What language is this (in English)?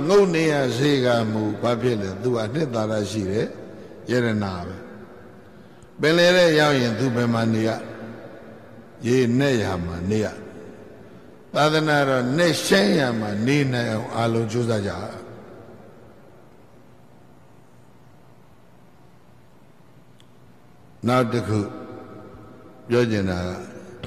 Burmese